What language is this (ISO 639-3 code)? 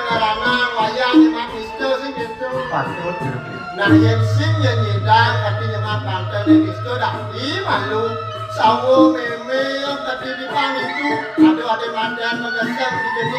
ban